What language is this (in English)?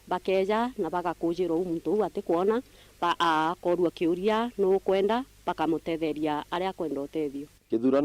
Meru